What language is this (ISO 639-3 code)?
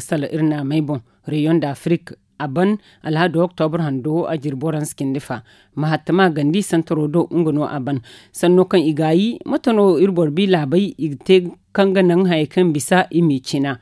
dje